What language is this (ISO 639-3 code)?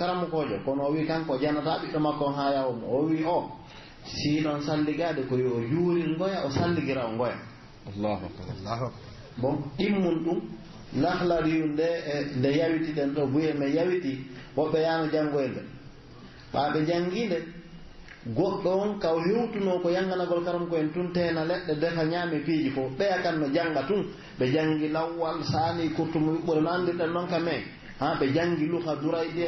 fuf